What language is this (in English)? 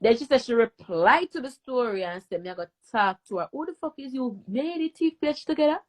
Jamaican Creole English